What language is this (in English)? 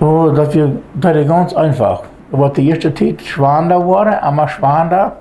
Plautdietsch